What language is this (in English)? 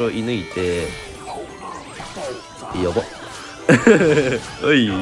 Japanese